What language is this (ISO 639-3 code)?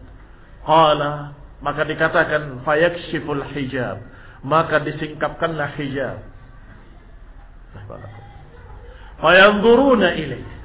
ind